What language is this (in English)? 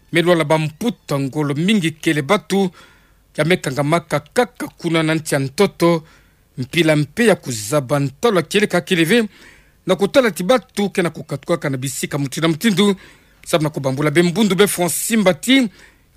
Kituba (Democratic Republic of Congo)